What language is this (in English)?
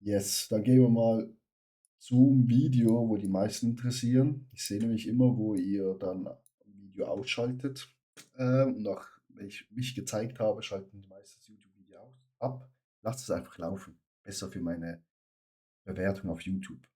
Swiss German